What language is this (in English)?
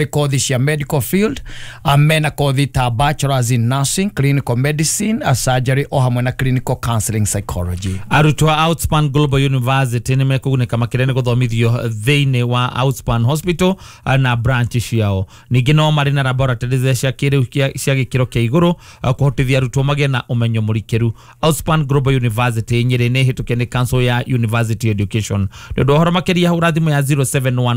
Kikuyu